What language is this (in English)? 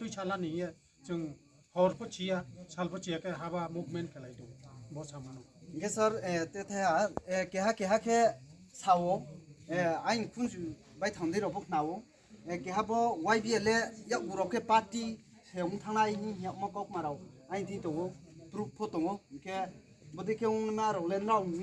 Riang (India)